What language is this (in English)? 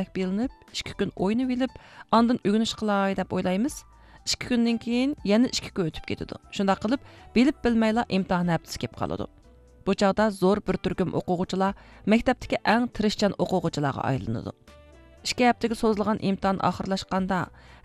Uyghur